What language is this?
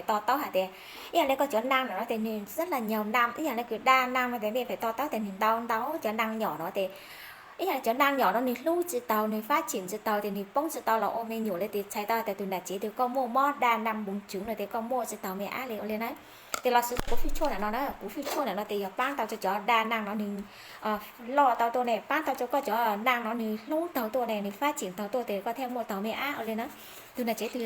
Hmong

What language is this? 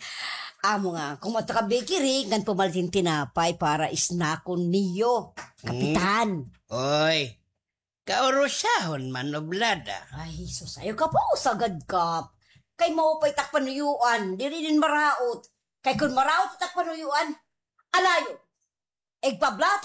Waray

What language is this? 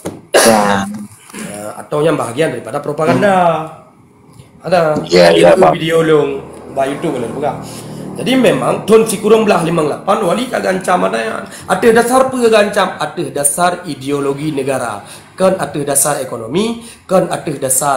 Achinese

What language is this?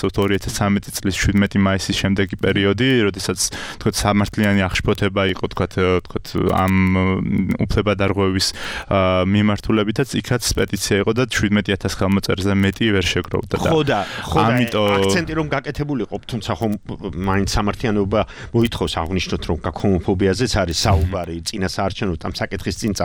Georgian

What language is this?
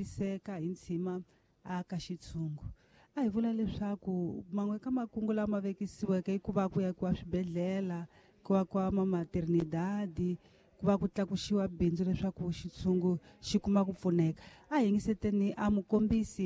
Tsonga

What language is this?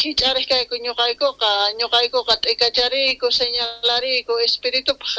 Quechua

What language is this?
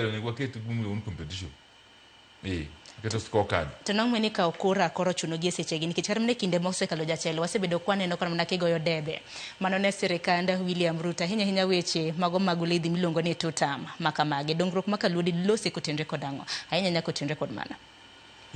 Luo (Kenya and Tanzania)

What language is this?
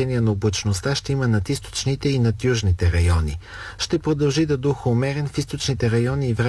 Bulgarian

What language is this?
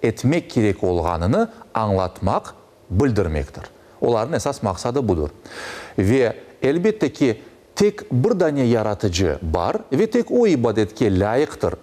Crimean Tatar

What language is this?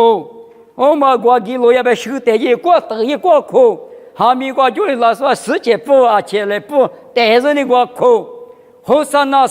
Lisu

